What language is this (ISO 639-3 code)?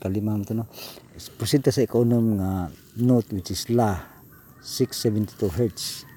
ceb